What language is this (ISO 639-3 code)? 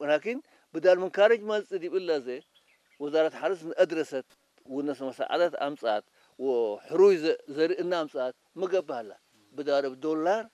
tir